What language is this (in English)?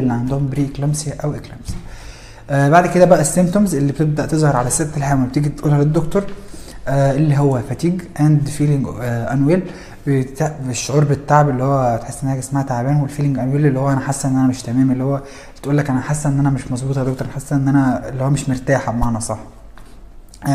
Egyptian Arabic